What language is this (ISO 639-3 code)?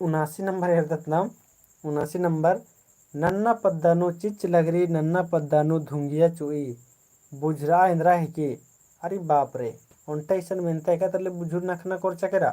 kru